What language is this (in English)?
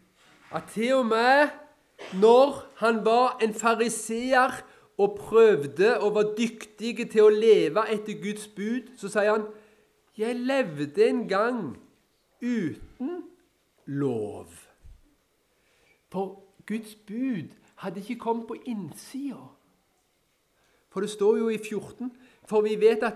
Norwegian